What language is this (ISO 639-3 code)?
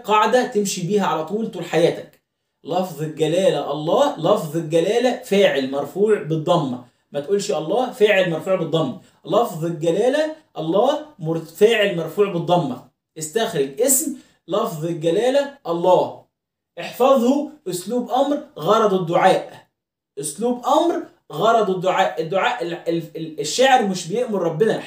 arz